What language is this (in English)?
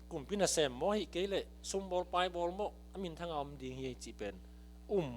Tedim Chin